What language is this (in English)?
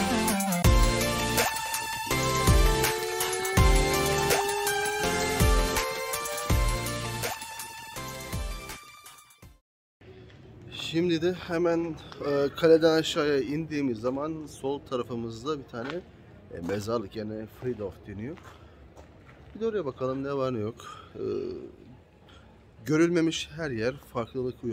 Turkish